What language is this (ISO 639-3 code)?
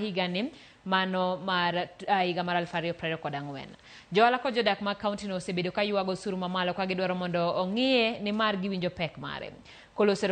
luo